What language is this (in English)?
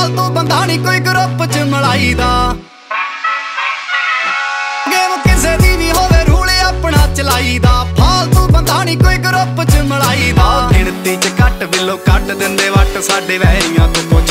Punjabi